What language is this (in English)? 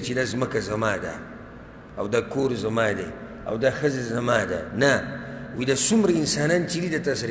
Pashto